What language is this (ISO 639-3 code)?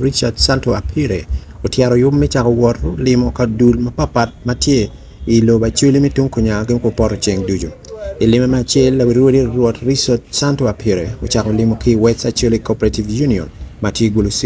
ach